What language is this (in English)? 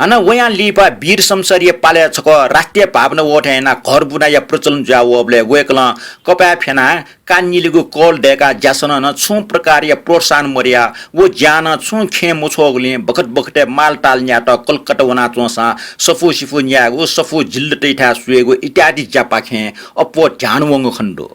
Newari